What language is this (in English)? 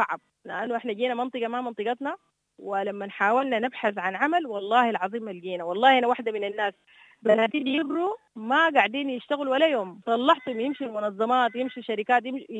Sudanese Arabic